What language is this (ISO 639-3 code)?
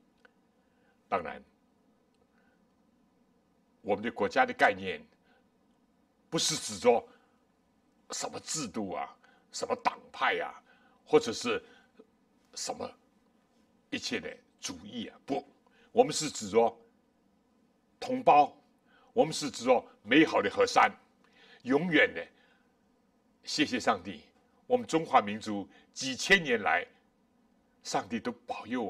zho